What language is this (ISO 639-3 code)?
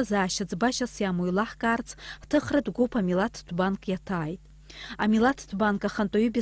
abk